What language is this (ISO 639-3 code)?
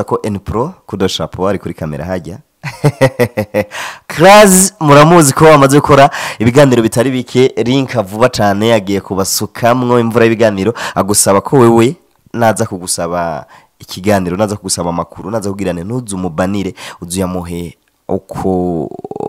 run